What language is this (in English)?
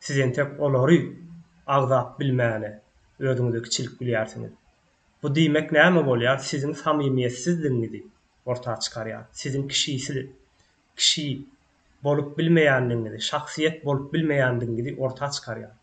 Turkmen